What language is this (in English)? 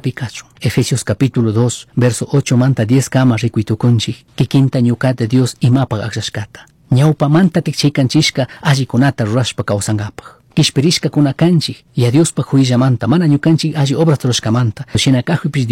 Chimborazo Highland Quichua